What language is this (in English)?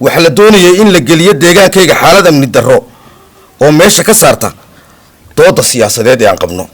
Somali